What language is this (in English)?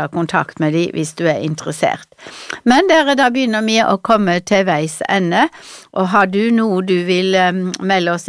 Norwegian